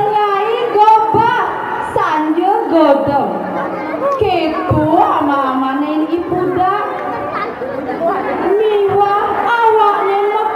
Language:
Balinese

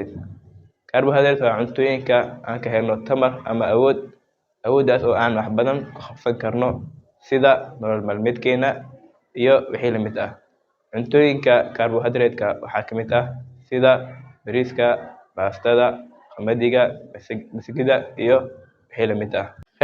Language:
Somali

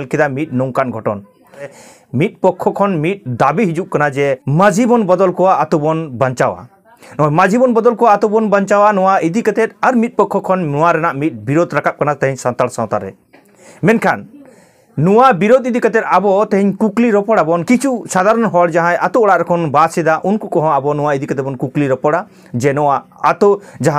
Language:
Santali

